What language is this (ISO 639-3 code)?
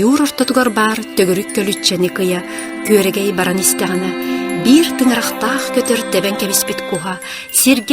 sah